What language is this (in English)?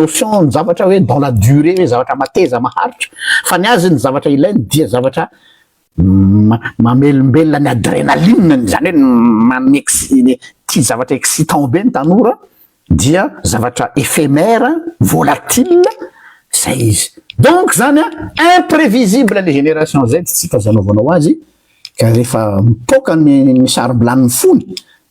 Malagasy